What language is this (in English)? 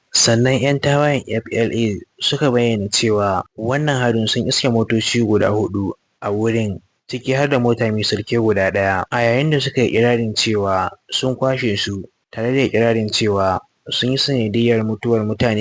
Hausa